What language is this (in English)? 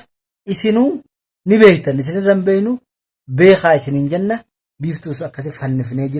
Oromo